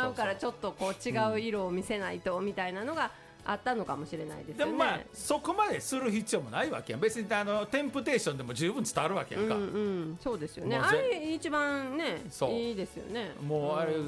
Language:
Japanese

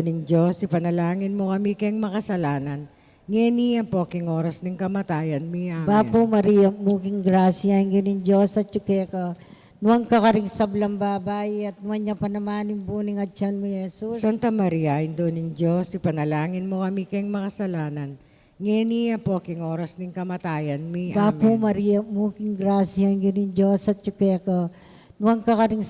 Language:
Pampanga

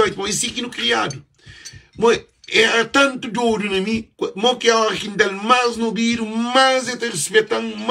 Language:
Kabuverdianu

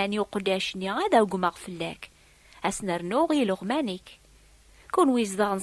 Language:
Kabyle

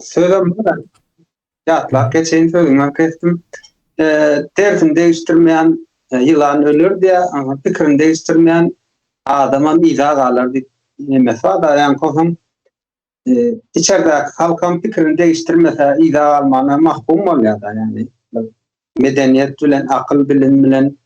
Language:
Turkmen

